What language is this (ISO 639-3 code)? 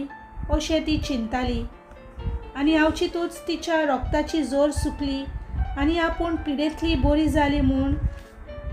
kok